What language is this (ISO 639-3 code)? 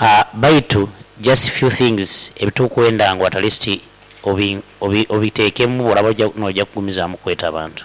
nyo